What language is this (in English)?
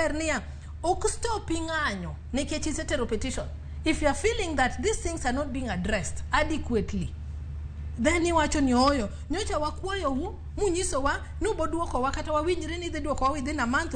Luo (Kenya and Tanzania)